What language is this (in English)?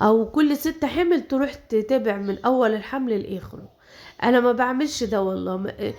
Egyptian Arabic